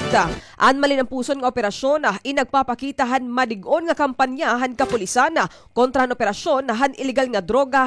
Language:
Waray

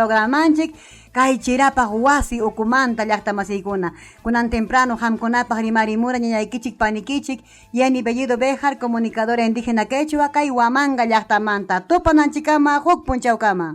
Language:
Ayacucho Quechua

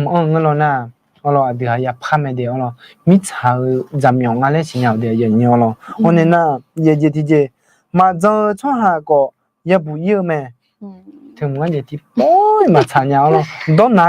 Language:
Akha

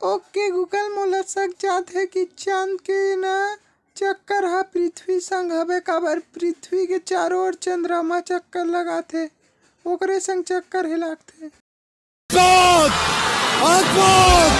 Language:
Chhattisgarhi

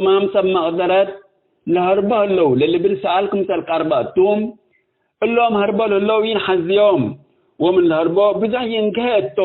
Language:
Tigre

